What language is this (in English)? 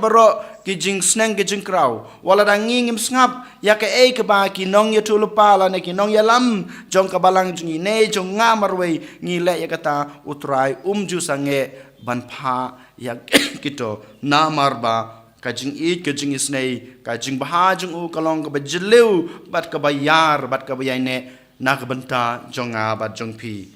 Khasi